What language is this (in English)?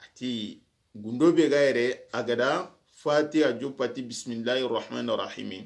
Soninke